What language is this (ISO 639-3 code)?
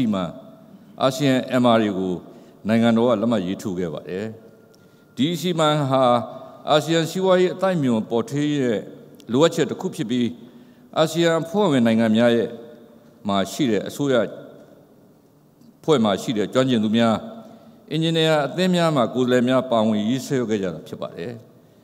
mya